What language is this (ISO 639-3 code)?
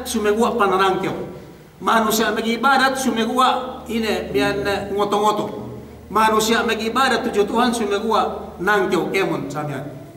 yka